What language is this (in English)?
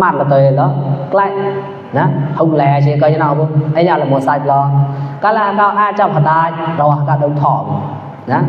Mon